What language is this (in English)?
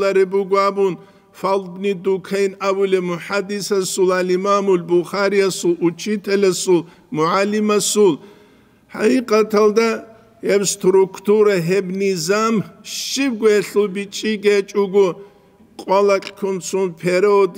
Avaric